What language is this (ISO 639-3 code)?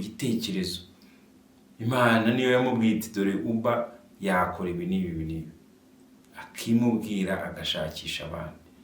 kin